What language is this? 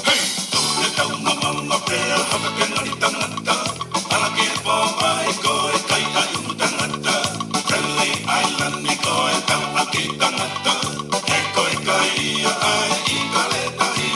Tongan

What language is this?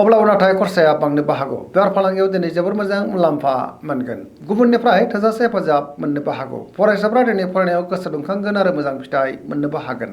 Bodo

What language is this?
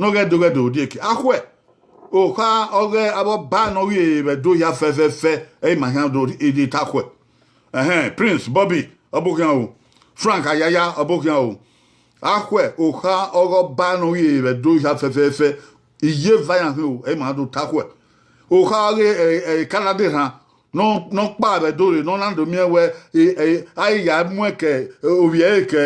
Bini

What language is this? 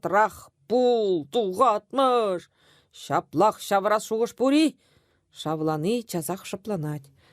Chuvash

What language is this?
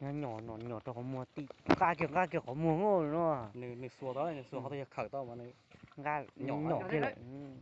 Hmong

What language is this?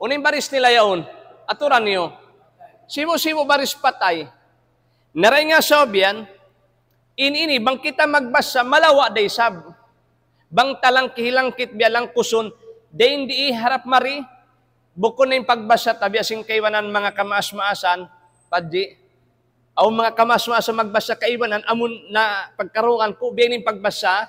Tausug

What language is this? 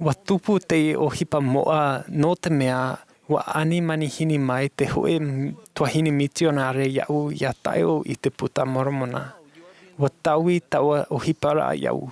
Tahitian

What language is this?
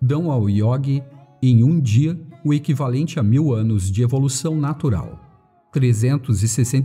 Portuguese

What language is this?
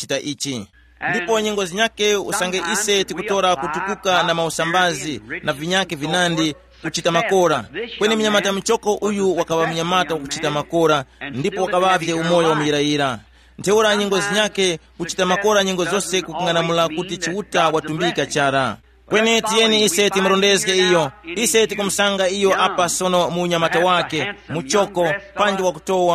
Tumbuka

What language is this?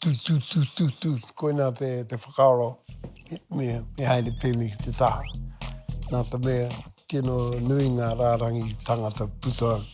Māori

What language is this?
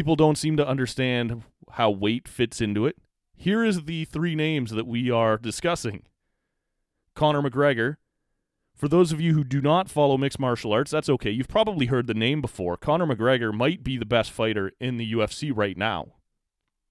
English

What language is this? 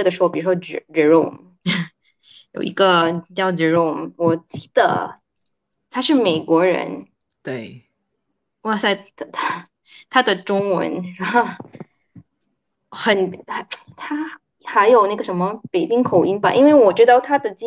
Chinese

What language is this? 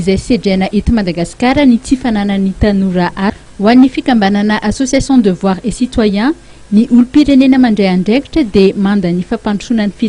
Malagasy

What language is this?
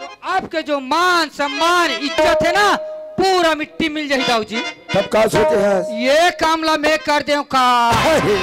Chhattisgarhi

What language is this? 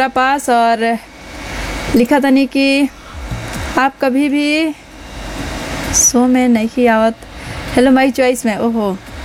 Bhojpuri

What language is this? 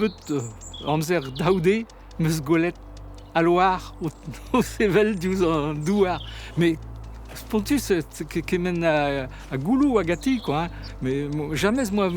Breton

